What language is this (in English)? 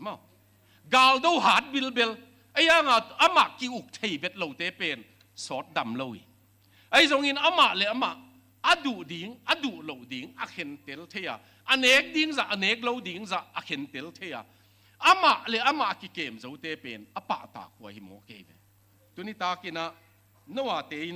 Tedim Chin